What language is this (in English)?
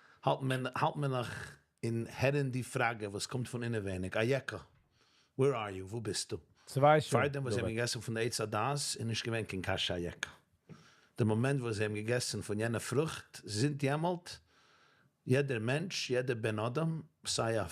Yiddish